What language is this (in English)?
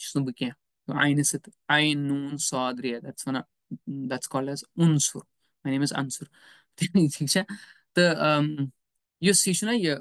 Kashmiri